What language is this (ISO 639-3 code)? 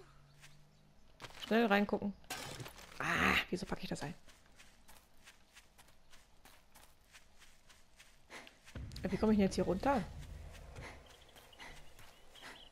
deu